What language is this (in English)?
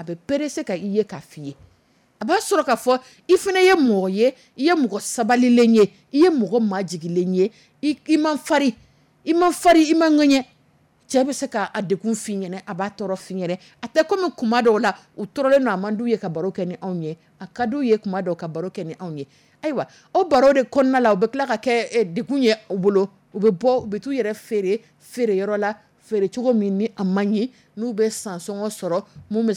Dyula